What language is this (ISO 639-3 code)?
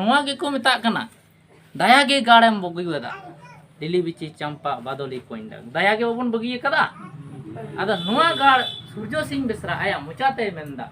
sat